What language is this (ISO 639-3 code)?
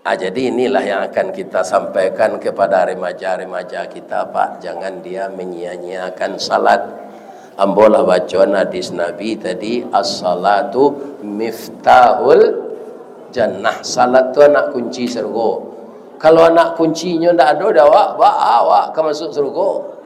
min